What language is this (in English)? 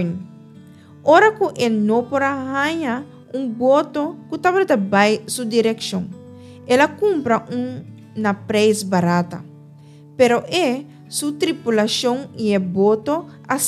Papiamento